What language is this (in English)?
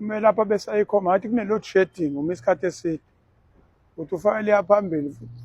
Zulu